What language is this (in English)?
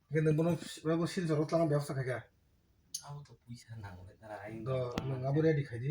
Kok Borok